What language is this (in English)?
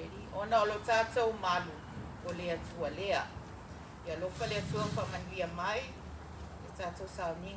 Samoan